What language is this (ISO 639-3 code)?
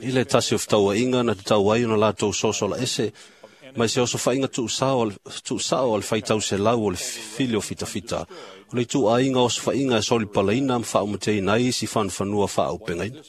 smo